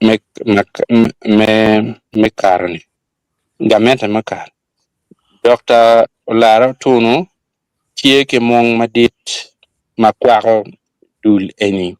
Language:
Acoli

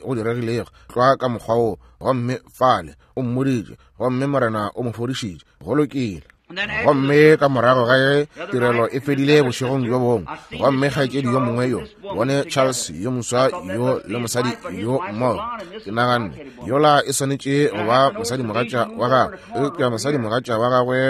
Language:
Northern Sotho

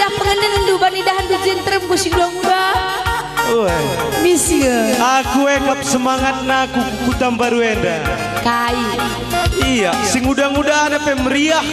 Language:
Batak Karo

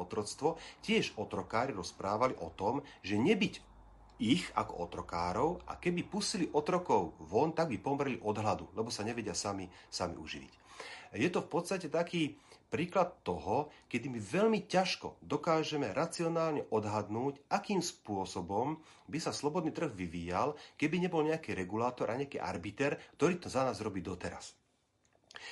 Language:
Slovak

